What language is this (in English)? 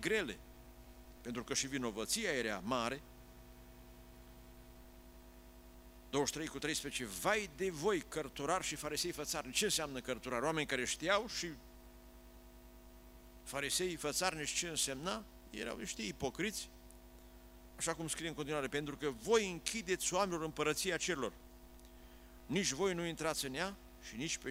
Romanian